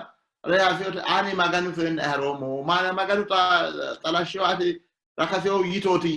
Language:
Sidamo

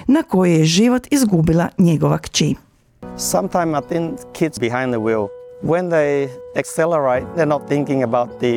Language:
Croatian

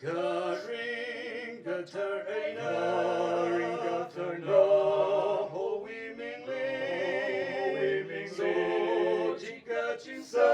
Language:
Tangkhul Naga (India)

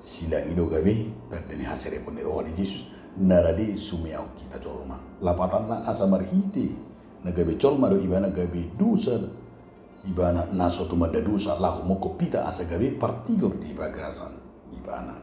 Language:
Batak Toba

